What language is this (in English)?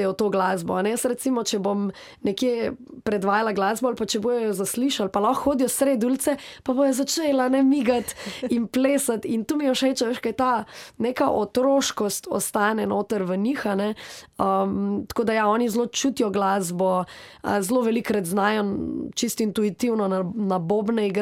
Slovenian